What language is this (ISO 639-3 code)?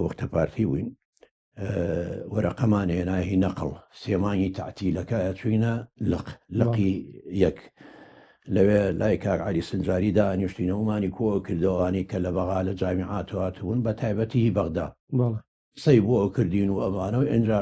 ckb